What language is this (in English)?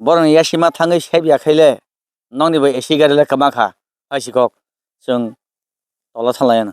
Kok Borok